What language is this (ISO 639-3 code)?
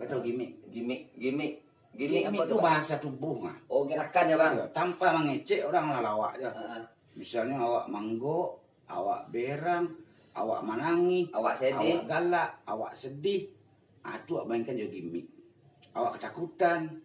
min